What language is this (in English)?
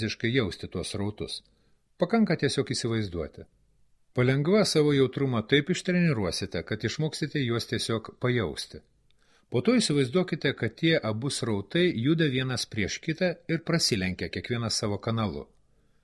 Lithuanian